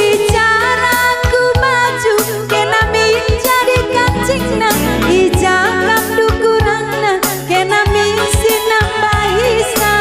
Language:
Batak Karo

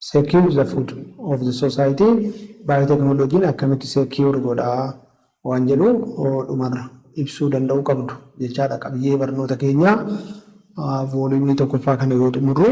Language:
Oromo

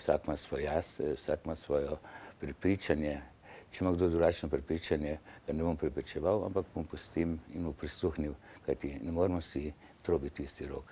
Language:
Slovenian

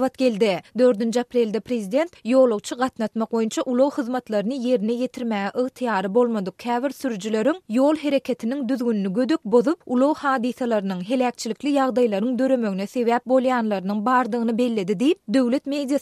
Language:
Turkmen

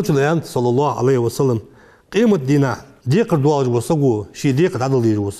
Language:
Ingush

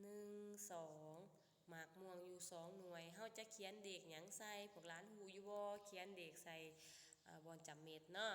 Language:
Lao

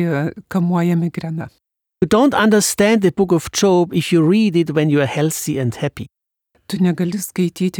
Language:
Lithuanian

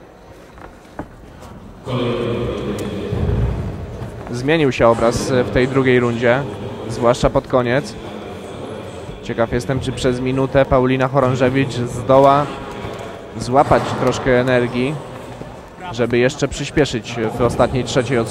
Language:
Polish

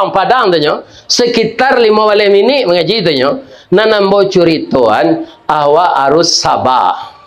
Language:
Minangkabau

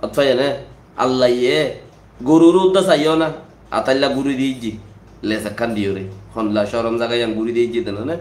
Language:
Rohingya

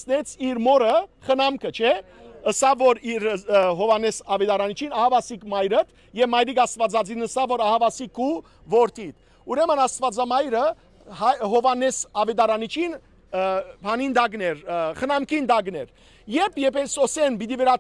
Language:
Western Armenian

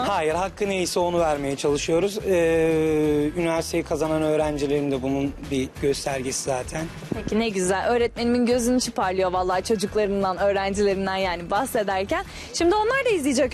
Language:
Turkish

